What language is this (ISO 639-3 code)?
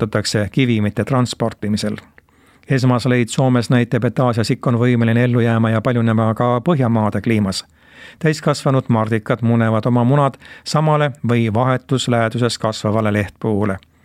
est